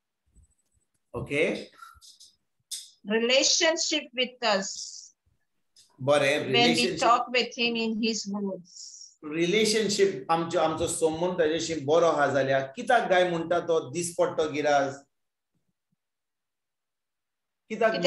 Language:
Konkani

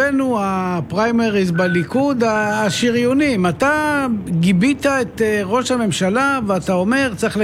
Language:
Hebrew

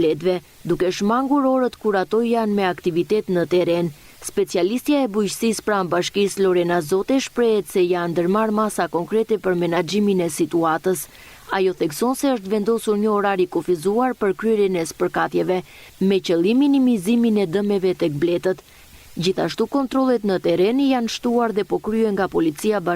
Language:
Albanian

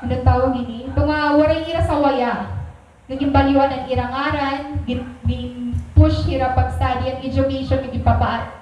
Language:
Waray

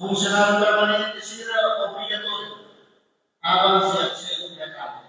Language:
Tetum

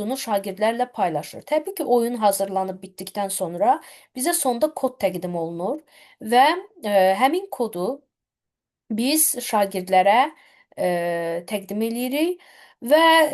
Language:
Azerbaijani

